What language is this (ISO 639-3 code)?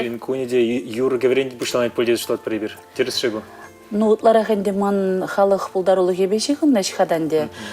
chv